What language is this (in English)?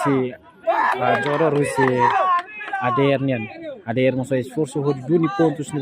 Tetum